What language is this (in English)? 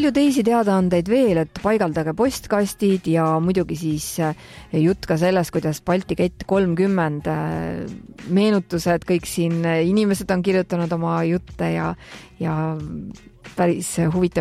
Estonian